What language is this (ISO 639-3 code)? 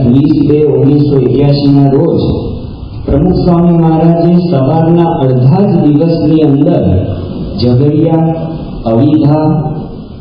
guj